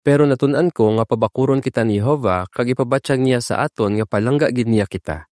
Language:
Hiligaynon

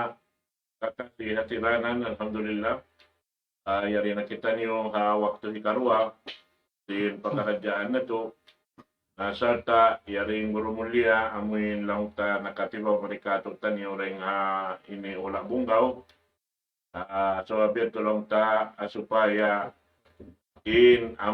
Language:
Tausug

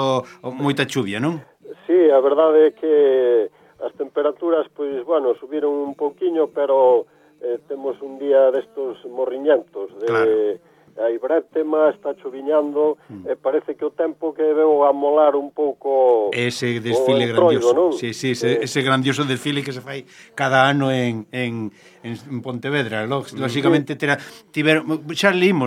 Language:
Galician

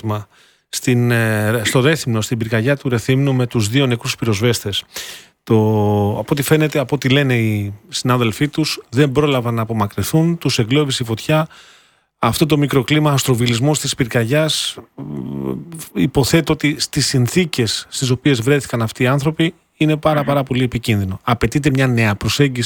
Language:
Greek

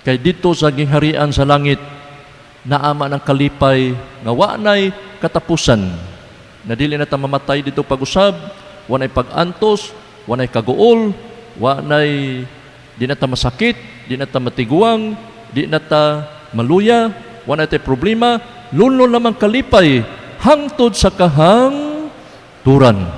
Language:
Cebuano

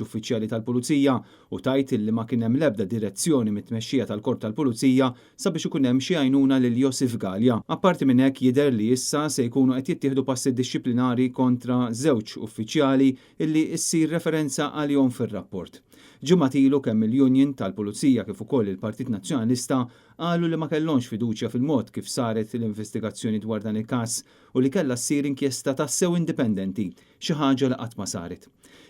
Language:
Maltese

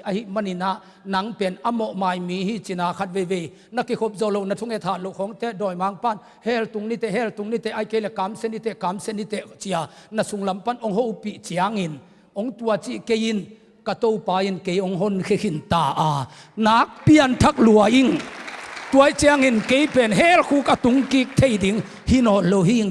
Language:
Tedim Chin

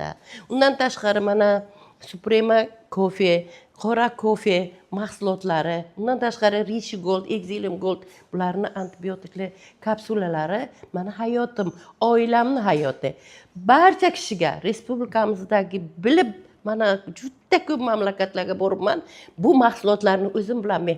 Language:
Uzbek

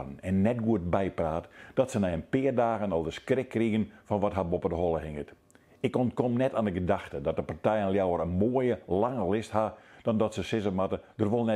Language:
Western Frisian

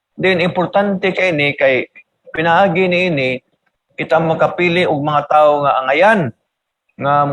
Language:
Cebuano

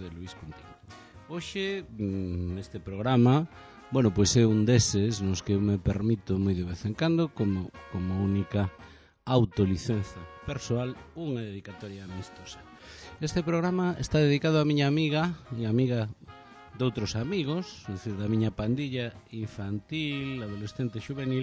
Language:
Galician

